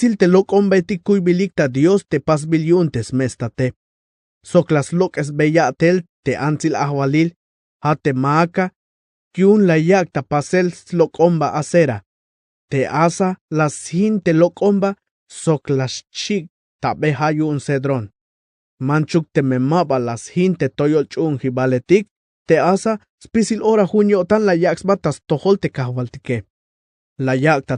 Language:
Tzeltal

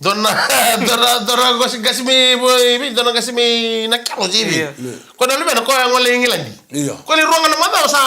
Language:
Fijian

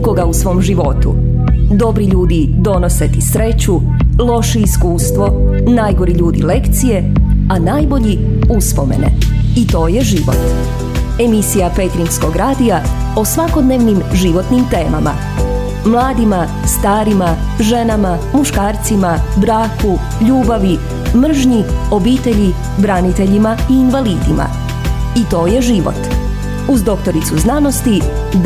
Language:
Croatian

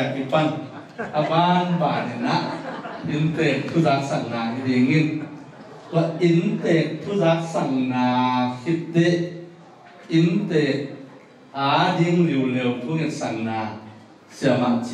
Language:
Tedim Chin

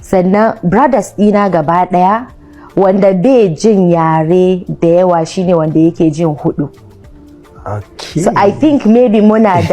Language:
Hausa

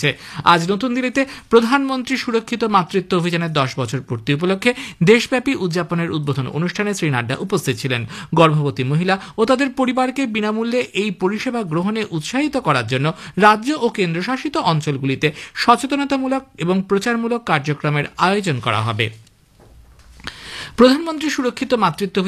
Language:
Bangla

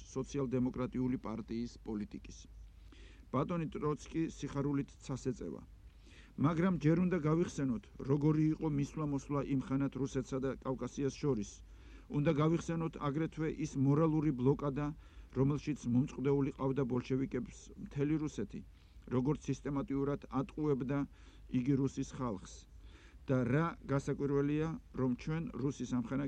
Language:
Georgian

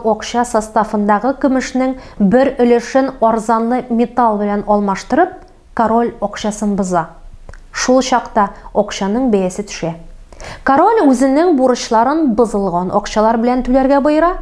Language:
Tatar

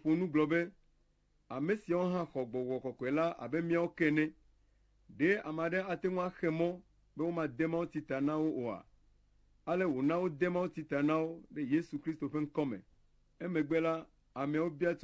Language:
Ewe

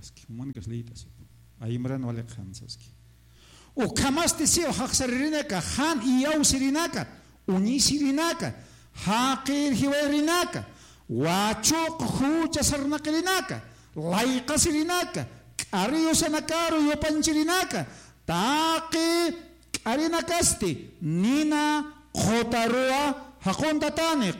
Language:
Aymara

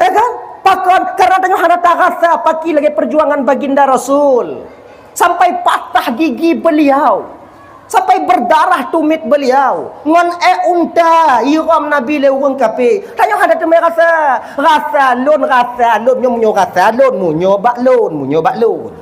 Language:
Achinese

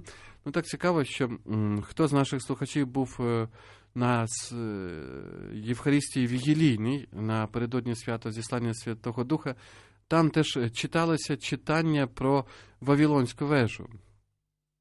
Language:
Ukrainian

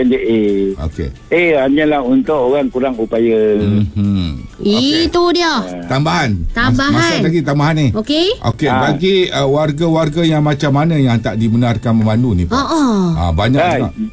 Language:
Malay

